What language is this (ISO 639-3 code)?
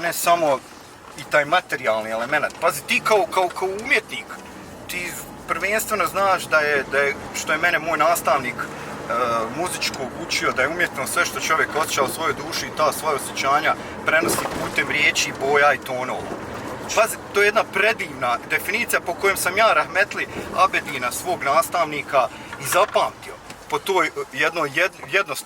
bos